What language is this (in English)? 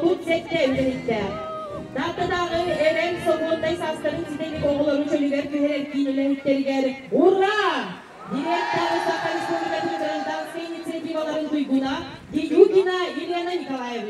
Yakut